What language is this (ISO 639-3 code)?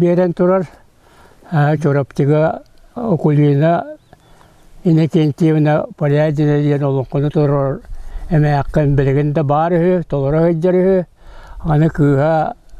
sah